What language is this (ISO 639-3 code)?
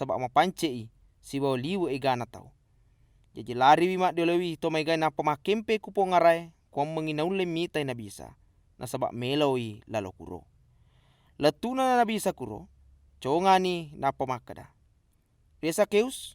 bug